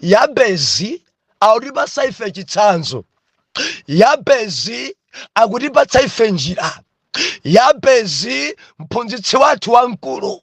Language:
Nyanja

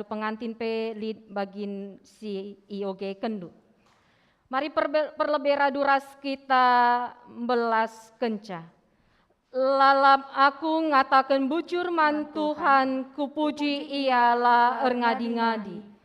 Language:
Batak Karo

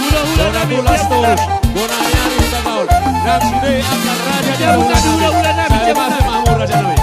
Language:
Batak Toba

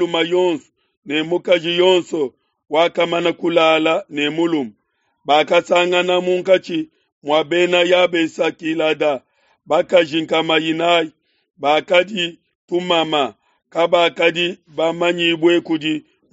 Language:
Luba-Lulua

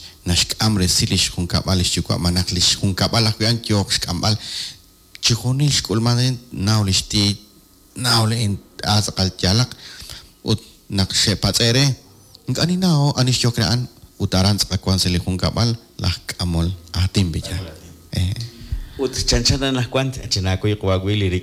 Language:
Kekchí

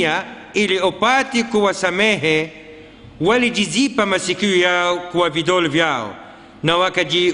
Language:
Swahili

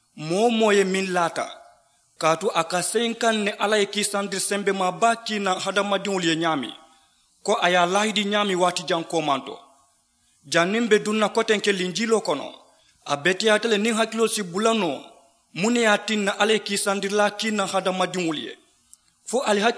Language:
Mandingo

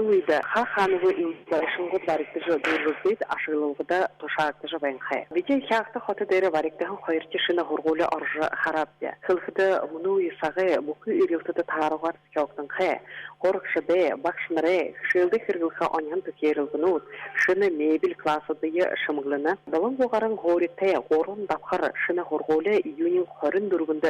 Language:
Buriat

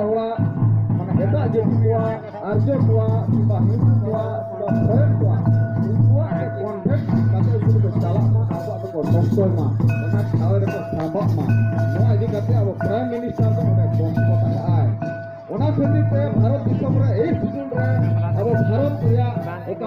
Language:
Santali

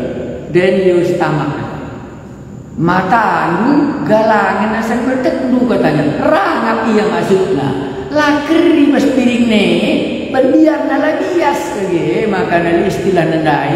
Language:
Batak Karo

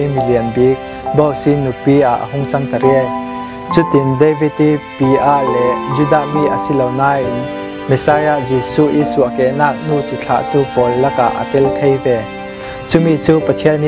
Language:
Falam Chin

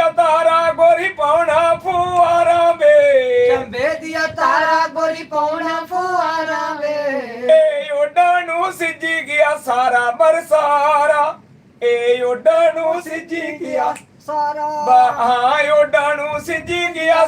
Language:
Dogri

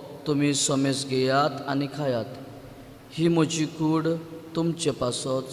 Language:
Konkani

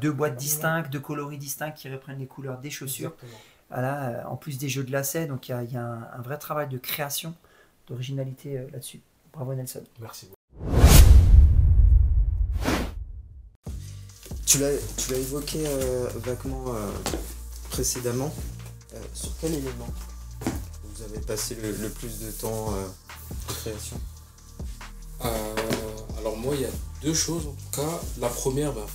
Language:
French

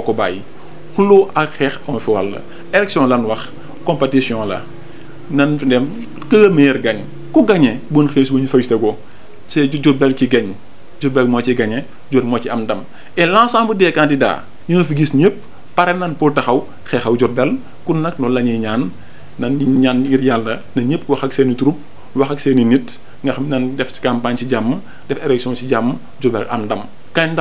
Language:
Wolof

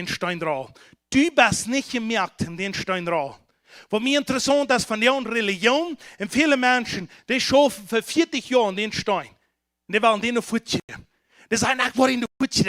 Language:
Plautdietsch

